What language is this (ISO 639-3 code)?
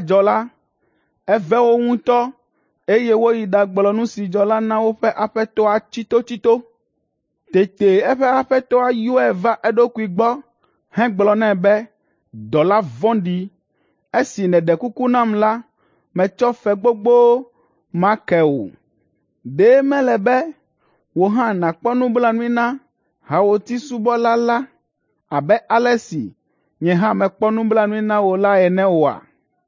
ewe